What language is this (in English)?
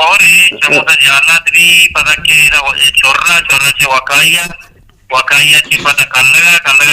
Baluchi